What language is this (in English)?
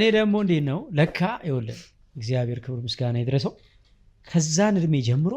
Amharic